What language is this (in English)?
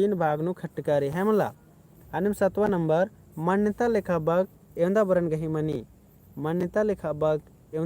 Kurukh